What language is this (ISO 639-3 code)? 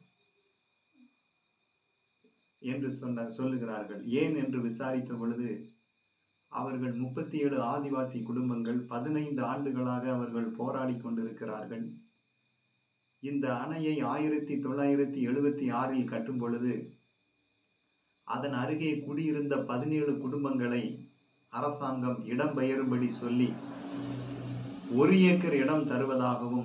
tam